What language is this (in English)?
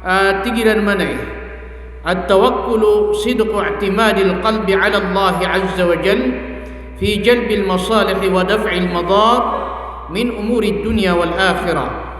Maranao